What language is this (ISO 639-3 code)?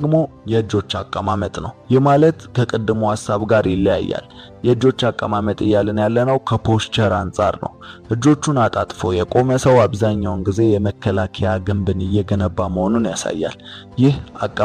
amh